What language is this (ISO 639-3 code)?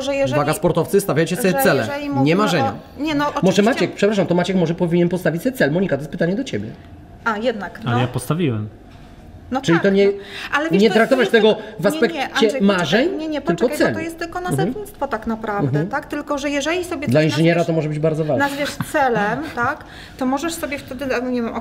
pol